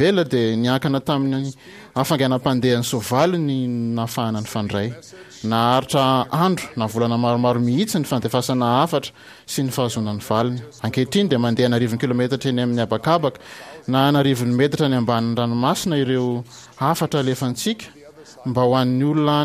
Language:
Malagasy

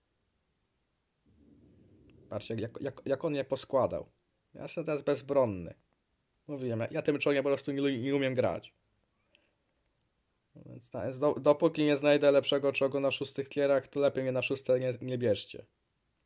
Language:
Polish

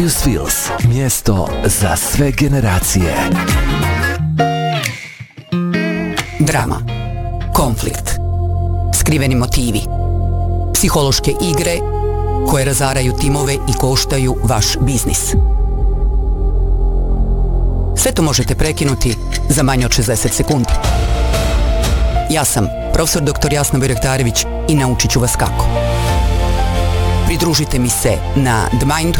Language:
Bosnian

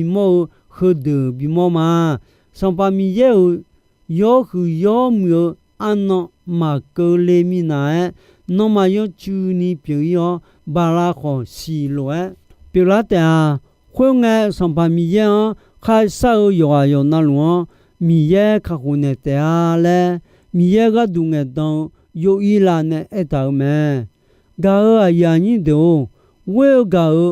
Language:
Akha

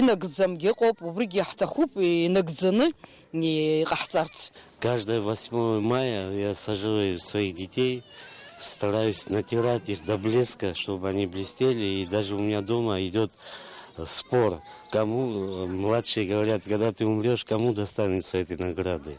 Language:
Abkhazian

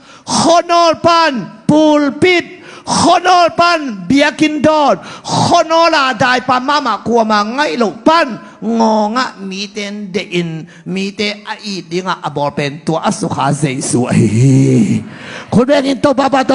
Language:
Tedim Chin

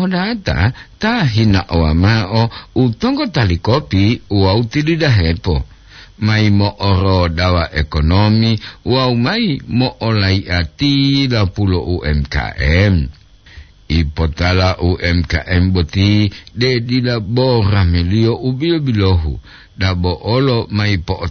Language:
Gorontalo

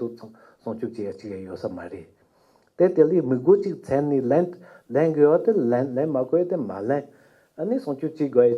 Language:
Tibetan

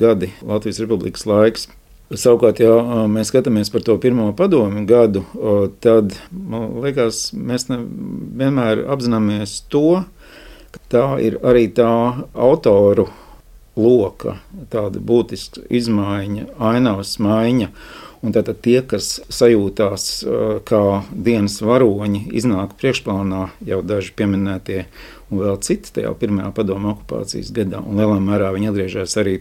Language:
Latvian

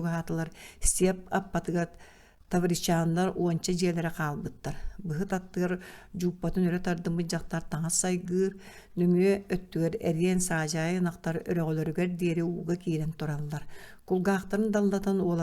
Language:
Yakut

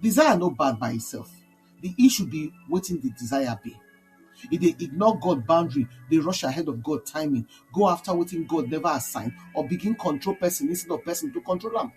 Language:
Nigerian Pidgin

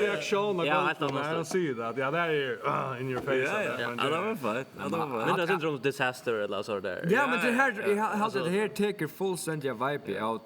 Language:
Faroese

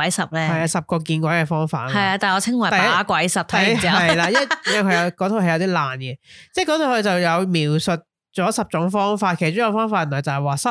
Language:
Cantonese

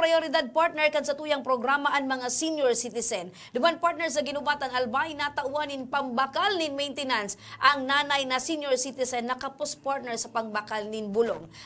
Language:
Bikol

